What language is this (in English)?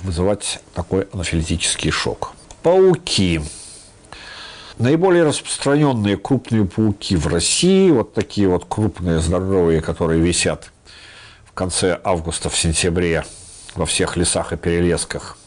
Russian